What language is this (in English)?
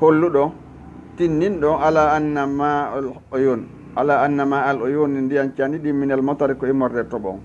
Fula